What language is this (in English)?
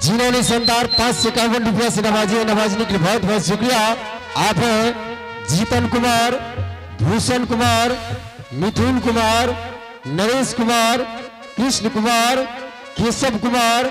Angika